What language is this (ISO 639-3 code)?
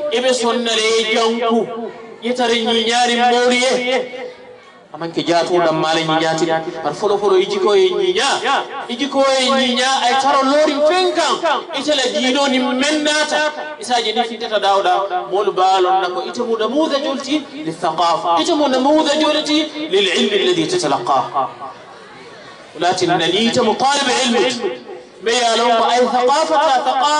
ara